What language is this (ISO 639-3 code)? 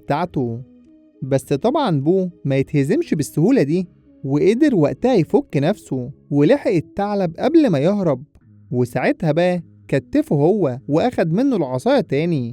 arz